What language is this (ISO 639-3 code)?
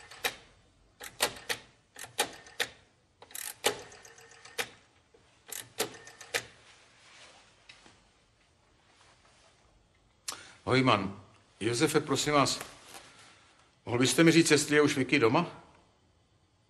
ces